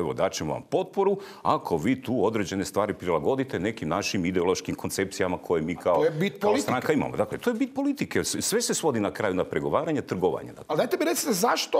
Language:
Croatian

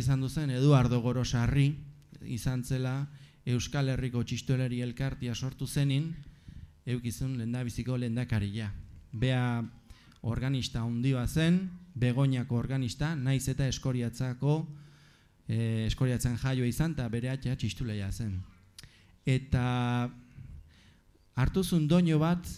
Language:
Basque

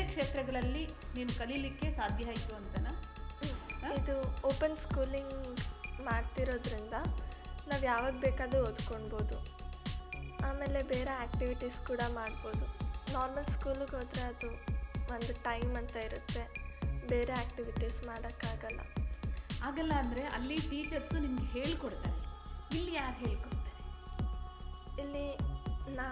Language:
Kannada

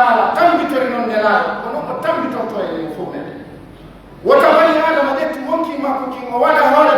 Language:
Pular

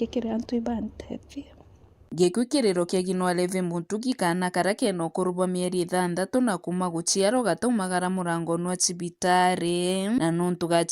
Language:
Meru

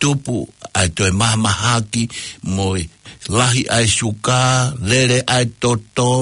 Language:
Tongan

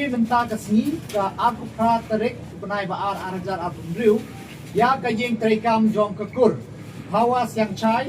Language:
Khasi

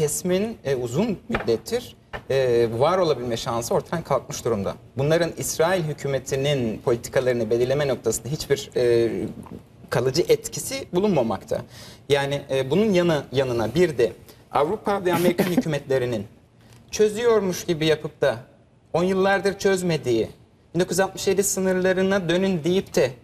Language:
Turkish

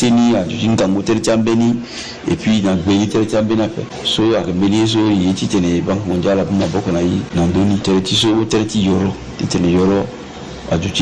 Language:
Sango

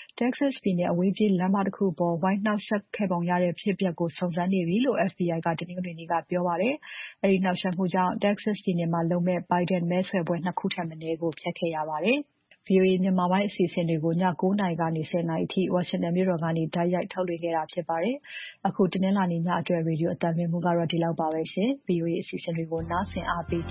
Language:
Burmese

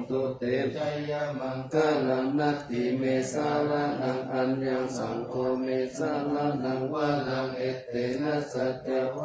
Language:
Pali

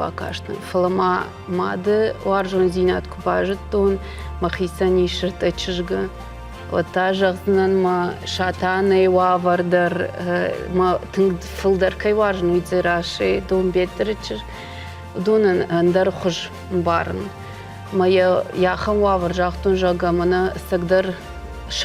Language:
Ossetic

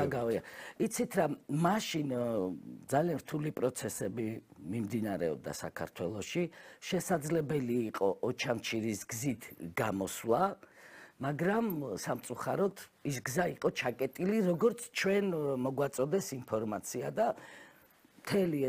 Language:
Georgian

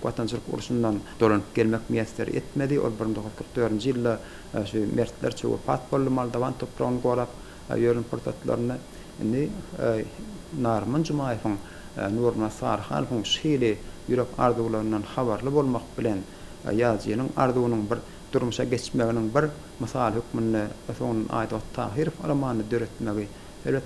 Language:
Turkmen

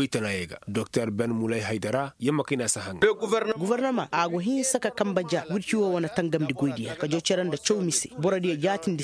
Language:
Koyraboro Senni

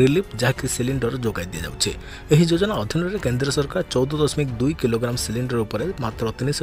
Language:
Odia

